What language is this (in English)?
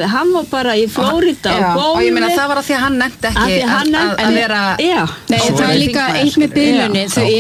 Icelandic